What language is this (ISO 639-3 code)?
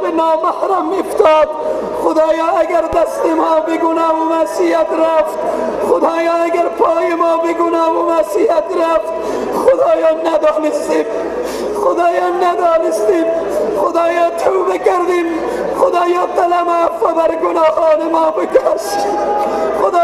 fas